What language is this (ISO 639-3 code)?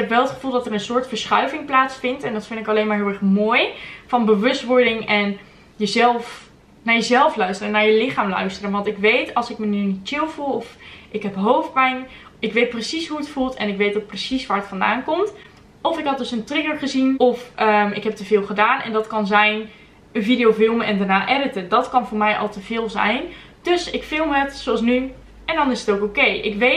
nld